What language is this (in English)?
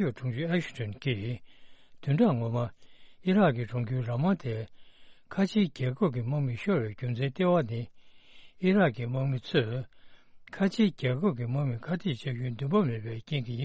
Tibetan